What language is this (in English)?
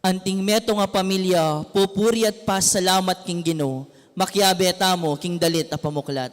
Pampanga